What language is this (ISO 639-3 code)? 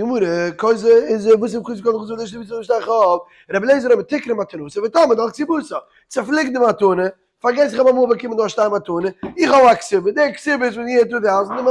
yid